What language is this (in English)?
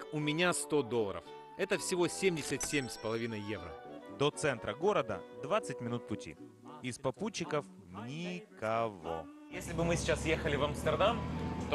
Russian